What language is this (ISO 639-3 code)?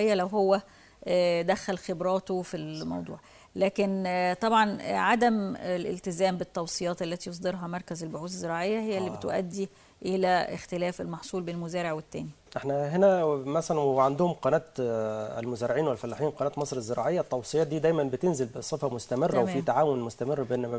arz